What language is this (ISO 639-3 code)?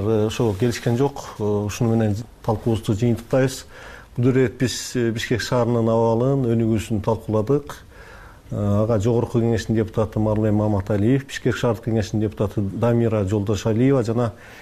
kir